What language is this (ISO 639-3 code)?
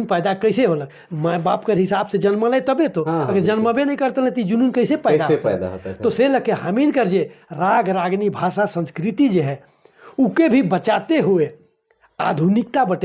sck